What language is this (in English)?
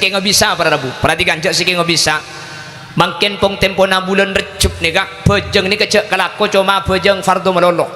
Madurese